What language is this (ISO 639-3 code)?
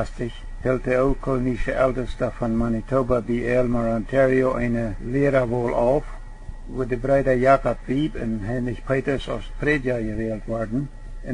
pdt